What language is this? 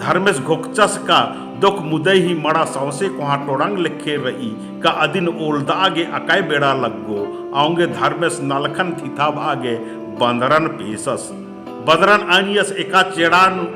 Kurukh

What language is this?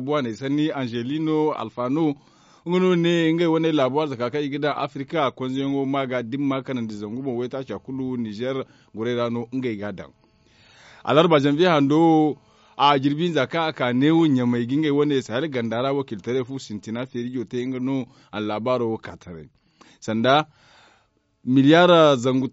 Zarma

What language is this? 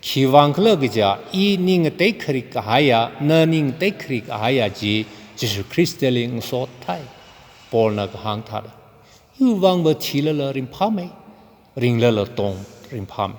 Tangkhul Naga (India)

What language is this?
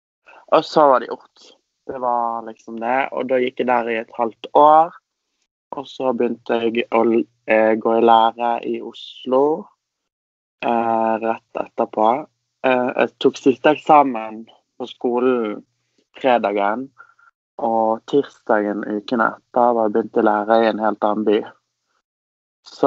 Norwegian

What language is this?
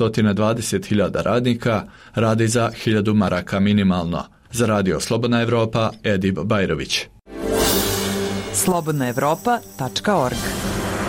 Bosnian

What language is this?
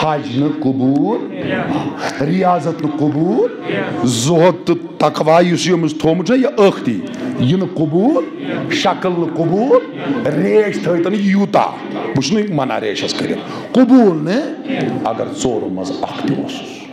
Kashmiri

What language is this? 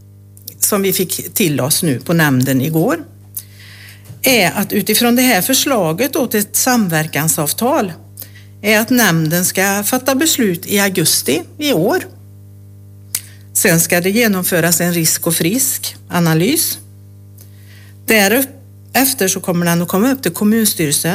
Swedish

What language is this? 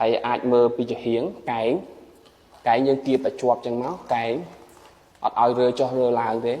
Khmer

